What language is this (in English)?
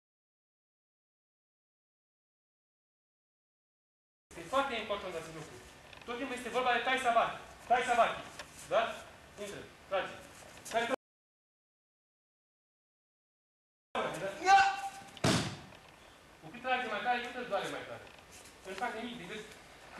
Romanian